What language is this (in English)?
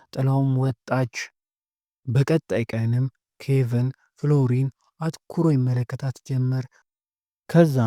Amharic